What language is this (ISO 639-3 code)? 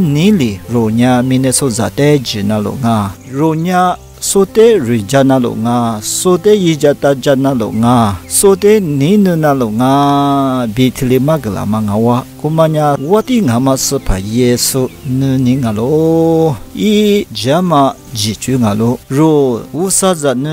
lis